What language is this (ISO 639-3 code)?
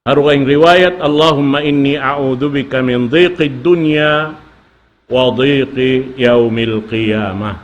tsg